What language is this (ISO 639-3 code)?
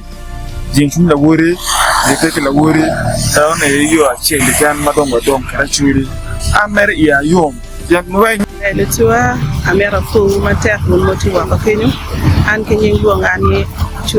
ach